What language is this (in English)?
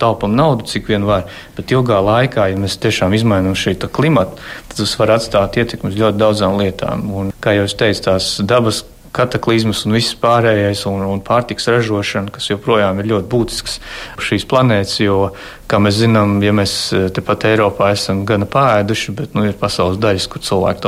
Latvian